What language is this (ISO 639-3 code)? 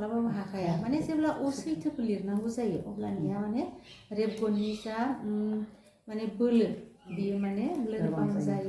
brx